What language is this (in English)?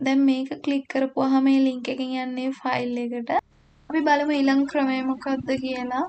Sinhala